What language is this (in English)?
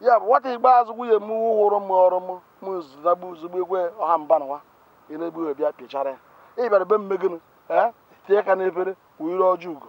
Igbo